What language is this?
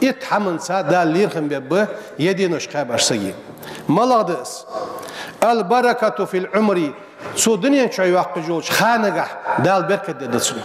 Ingush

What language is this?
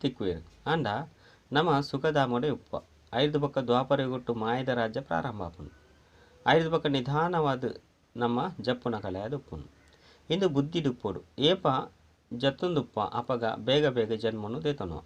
Tulu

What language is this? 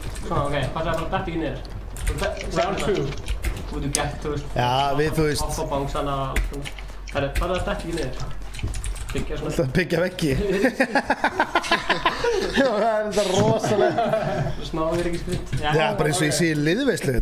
Icelandic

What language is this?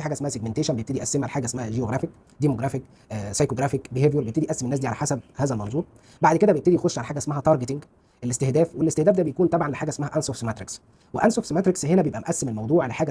Egyptian Arabic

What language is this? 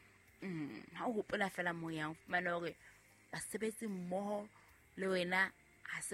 Southern Sotho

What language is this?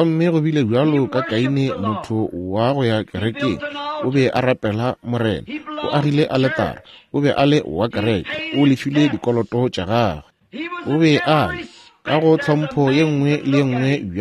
Northern Sotho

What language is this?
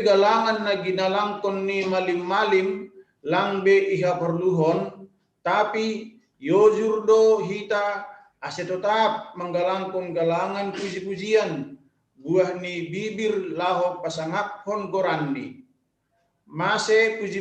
Batak Simalungun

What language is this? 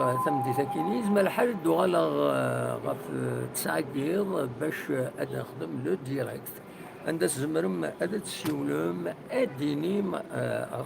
Kabyle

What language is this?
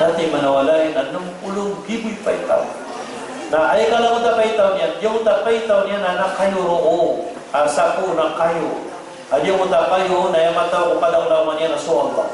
Maranao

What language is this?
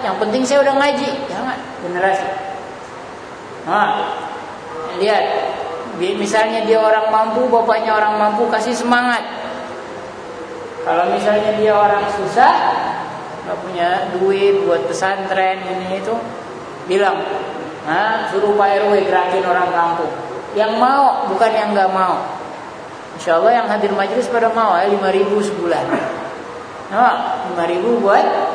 Indonesian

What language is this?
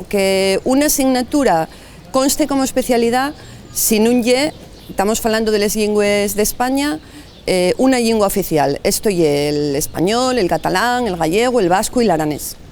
Asturian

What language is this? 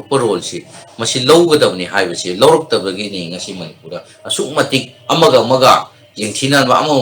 Manipuri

